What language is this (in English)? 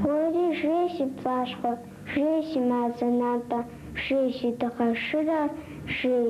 Kabardian